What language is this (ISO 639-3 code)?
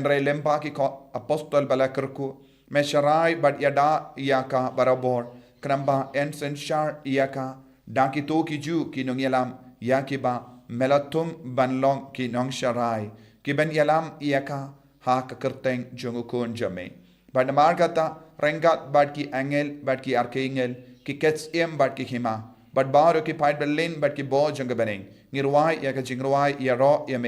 kha